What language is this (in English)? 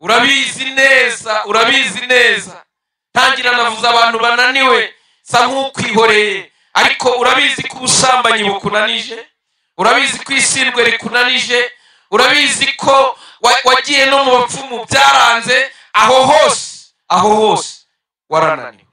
Kinyarwanda